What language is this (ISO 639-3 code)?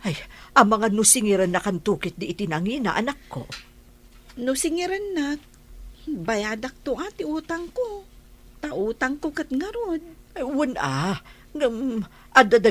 ilo